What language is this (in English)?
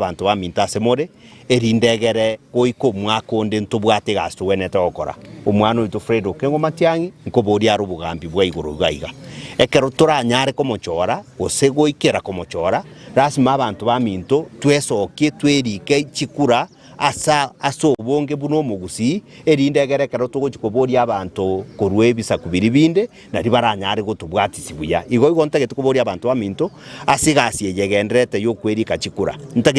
Gusii